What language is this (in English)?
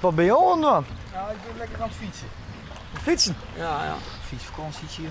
Western Frisian